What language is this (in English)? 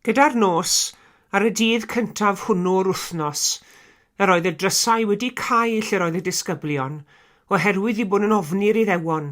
Welsh